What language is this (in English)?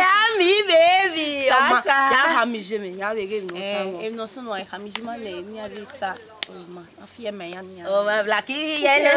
Bini